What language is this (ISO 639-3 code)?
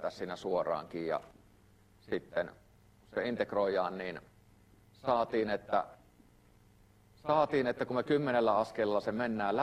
fin